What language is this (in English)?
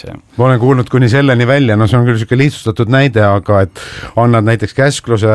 Estonian